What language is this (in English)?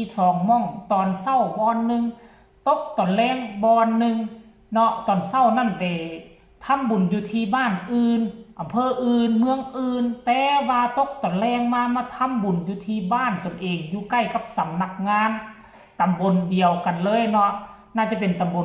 Lao